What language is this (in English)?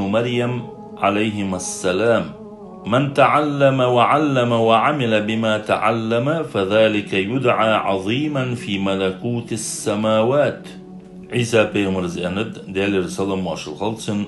Ingush